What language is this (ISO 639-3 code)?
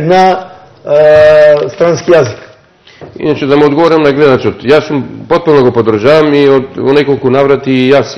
mkd